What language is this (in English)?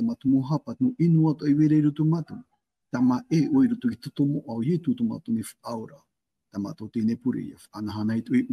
Tahitian